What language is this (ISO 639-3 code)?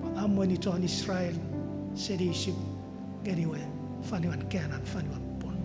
chk